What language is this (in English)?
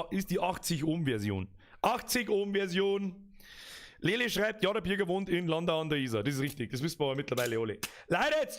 Bavarian